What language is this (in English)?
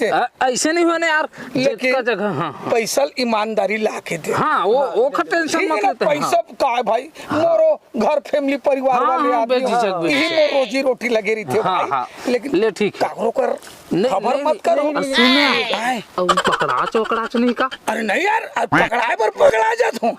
Chhattisgarhi